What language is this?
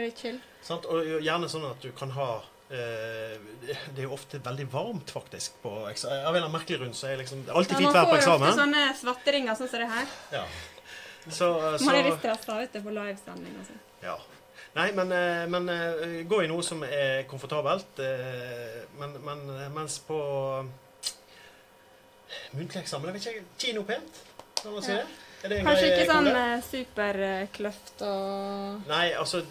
Norwegian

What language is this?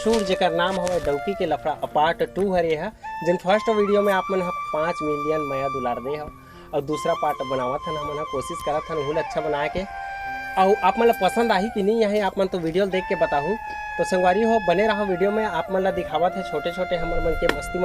Chhattisgarhi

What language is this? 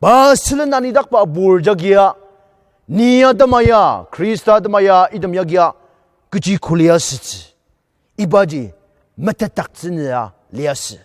Ao Naga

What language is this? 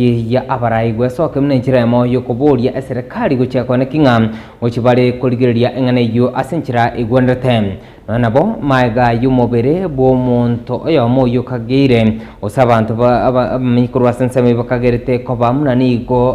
Gusii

